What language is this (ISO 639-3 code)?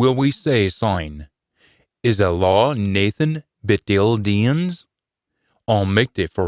sco